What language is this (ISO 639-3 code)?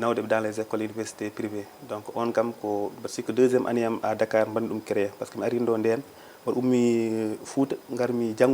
ful